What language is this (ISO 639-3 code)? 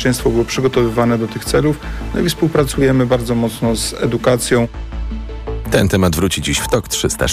pol